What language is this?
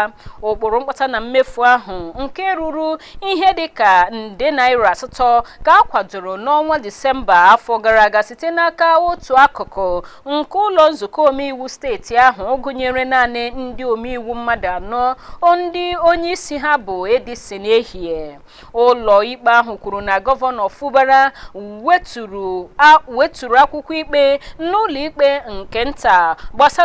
Igbo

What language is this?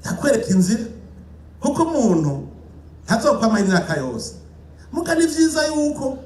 Rundi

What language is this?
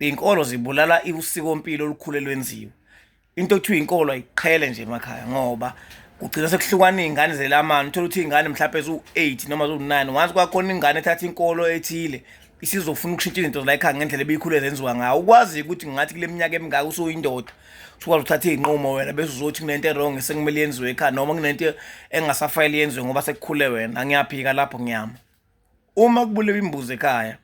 Zulu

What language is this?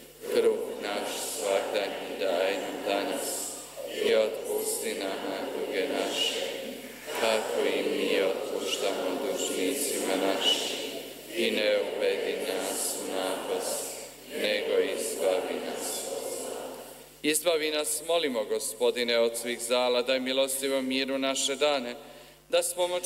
Croatian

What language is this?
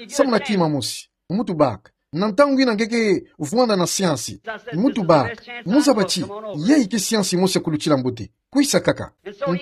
Kituba (Democratic Republic of Congo)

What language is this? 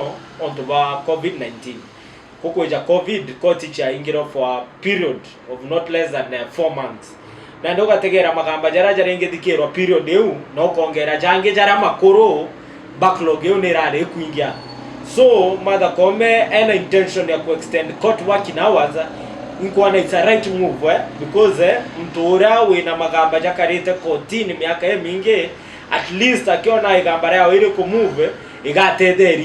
Meru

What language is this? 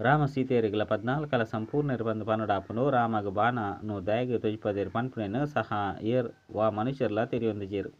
Tulu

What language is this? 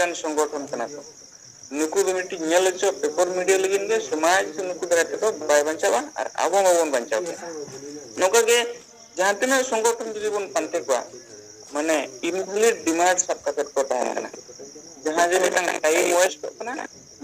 Santali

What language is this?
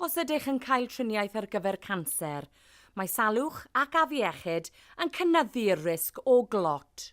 Welsh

